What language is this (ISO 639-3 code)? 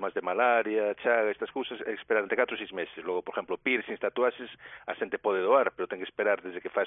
glg